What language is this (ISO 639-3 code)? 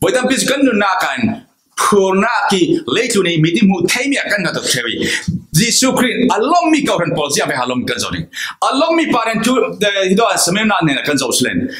cfm